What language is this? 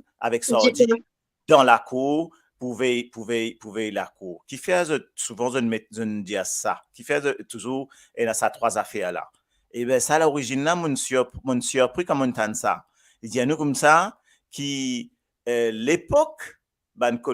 Morisyen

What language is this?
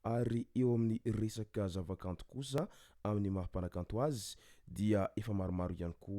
Malagasy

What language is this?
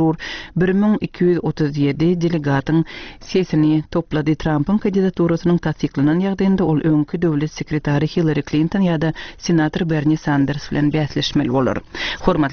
Turkmen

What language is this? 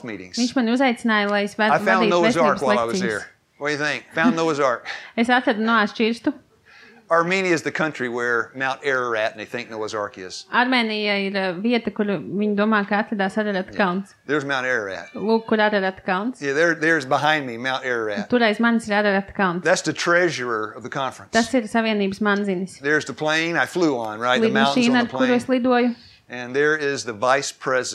Latvian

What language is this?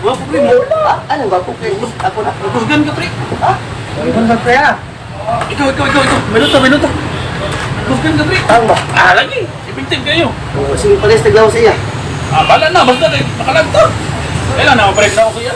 Cebuano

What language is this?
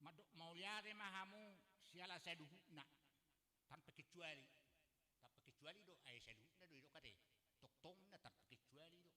Batak Toba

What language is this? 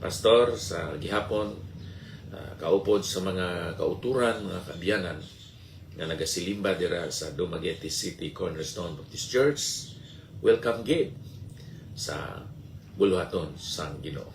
Hiligaynon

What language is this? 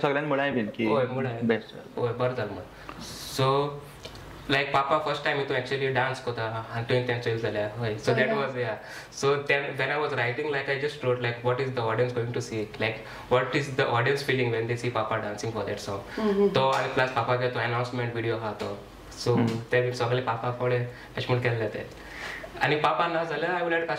Konkani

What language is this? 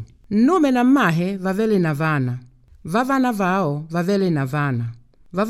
Makonde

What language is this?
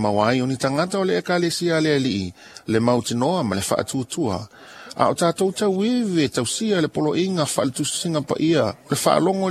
Samoan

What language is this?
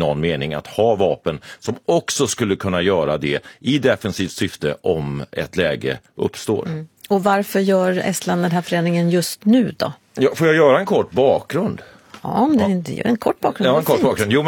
Swedish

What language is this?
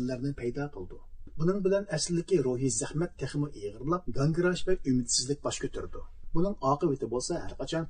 Uyghur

